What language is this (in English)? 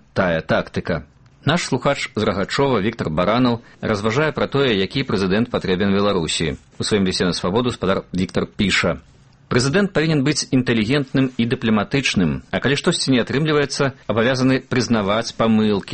Belarusian